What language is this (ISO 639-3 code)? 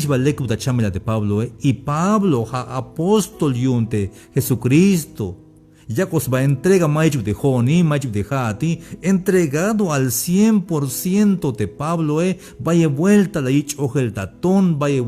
tzh